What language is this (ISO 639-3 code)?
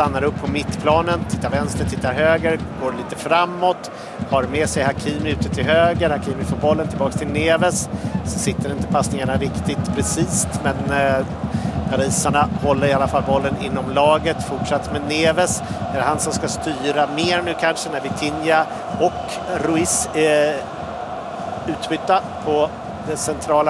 swe